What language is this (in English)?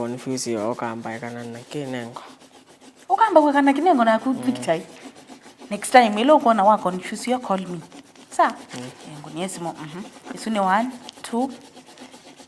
Kamba